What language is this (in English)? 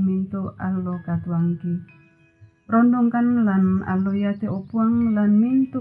Toraja-Sa'dan